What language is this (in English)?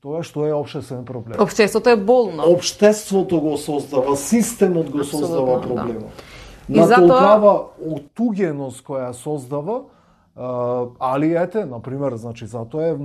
Macedonian